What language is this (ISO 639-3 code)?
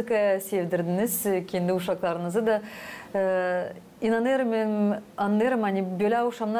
gag